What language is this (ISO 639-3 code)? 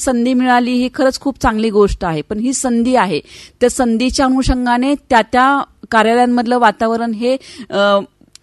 mar